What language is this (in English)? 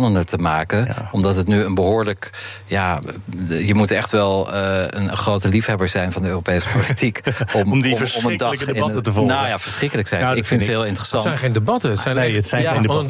Dutch